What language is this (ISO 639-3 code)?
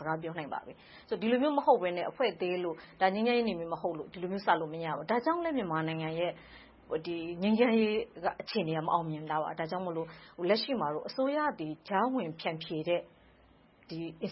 mya